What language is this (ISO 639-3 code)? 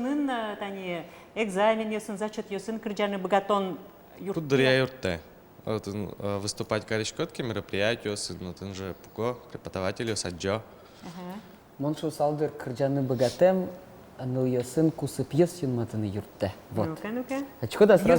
udm